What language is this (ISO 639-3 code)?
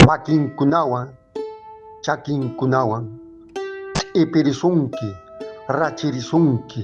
que